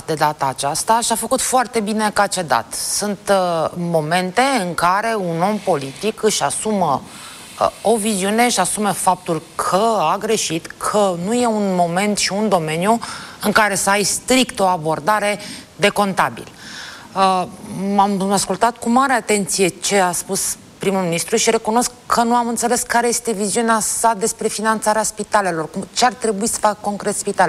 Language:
Romanian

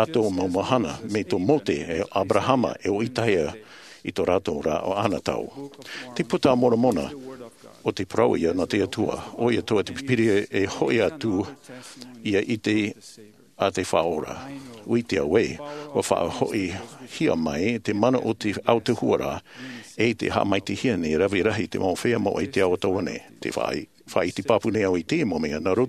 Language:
Tahitian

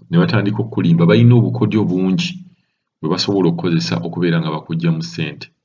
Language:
Ganda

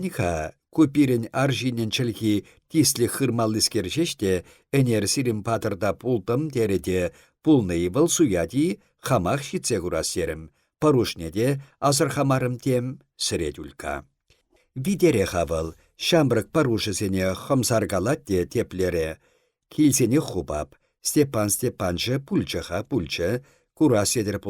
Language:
Chuvash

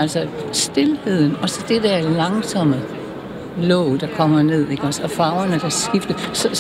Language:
Danish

